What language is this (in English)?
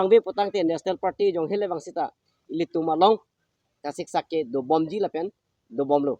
Karbi